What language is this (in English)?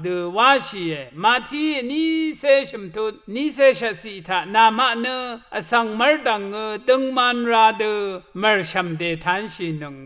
Rawang